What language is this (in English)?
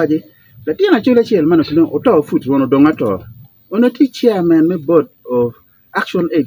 Acoli